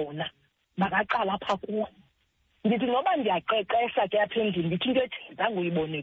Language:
Xhosa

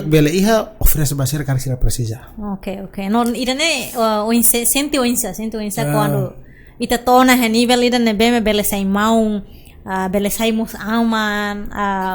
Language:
Tetum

